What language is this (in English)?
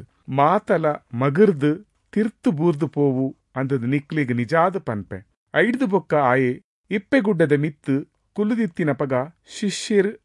Tulu